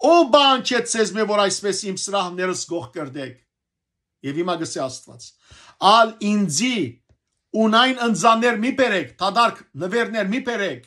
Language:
Western Armenian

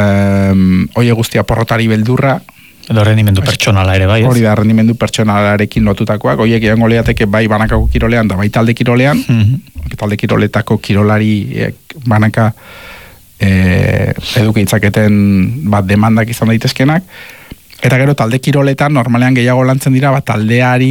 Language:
Basque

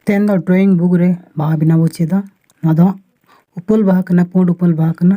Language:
Santali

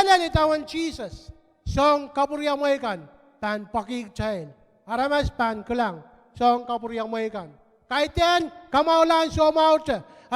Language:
Pohnpeian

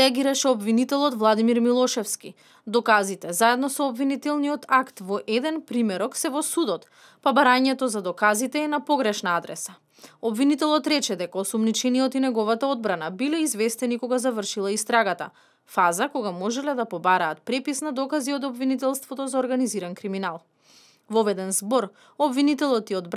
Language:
Macedonian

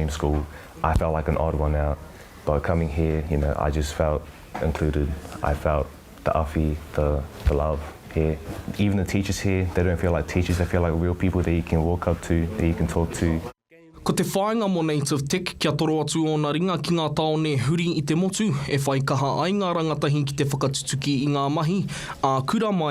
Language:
Māori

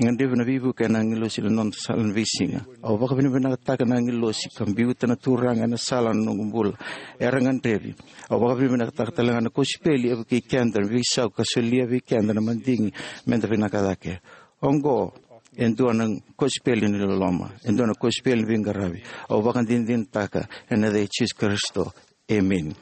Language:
Fijian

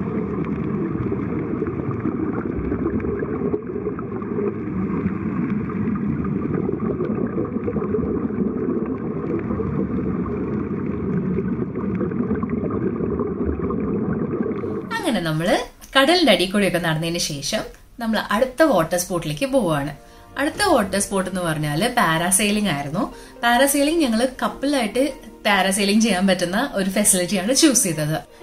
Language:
Malayalam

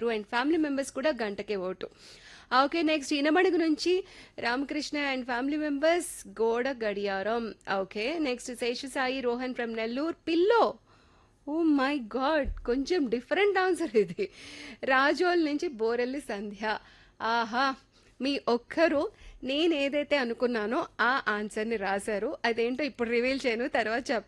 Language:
Telugu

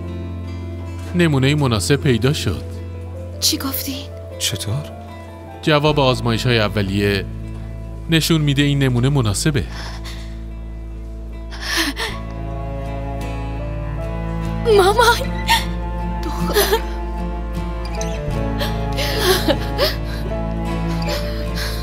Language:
Persian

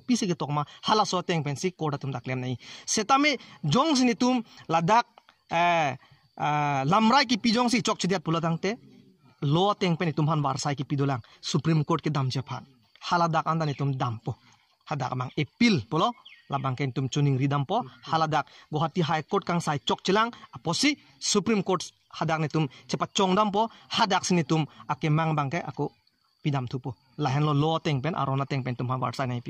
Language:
Karbi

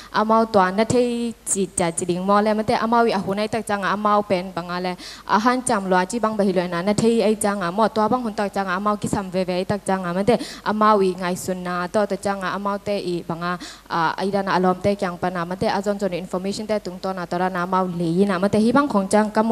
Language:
Tedim Chin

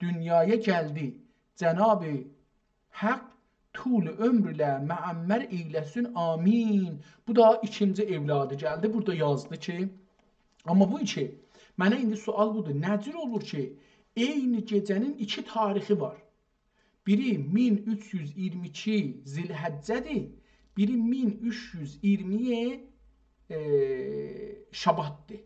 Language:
South Azerbaijani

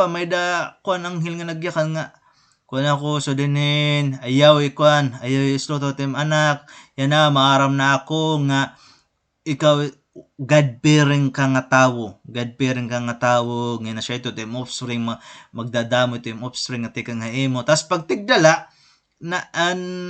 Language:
Waray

